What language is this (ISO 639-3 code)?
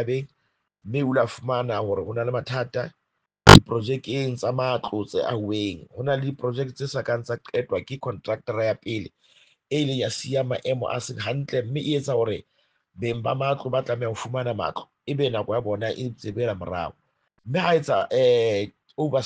sot